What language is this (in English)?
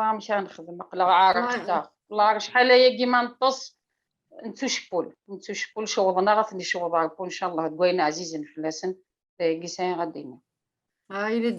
Kabyle